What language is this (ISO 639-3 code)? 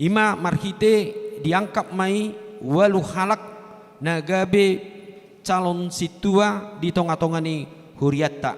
bbc